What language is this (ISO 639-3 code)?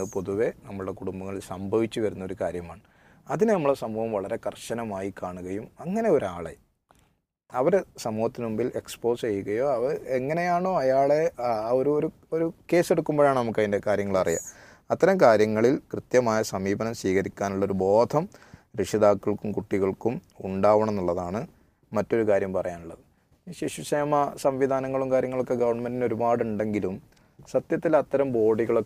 mal